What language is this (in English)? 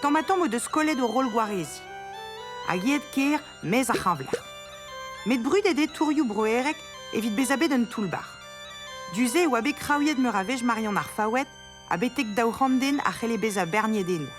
Breton